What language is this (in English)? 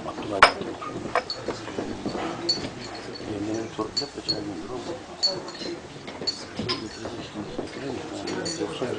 Turkish